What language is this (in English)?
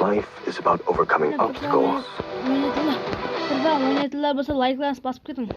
Kara-Kalpak